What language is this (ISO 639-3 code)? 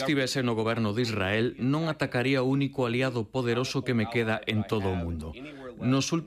glg